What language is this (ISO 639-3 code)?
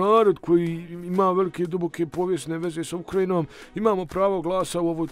bos